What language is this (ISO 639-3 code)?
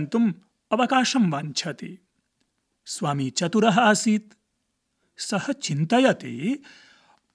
san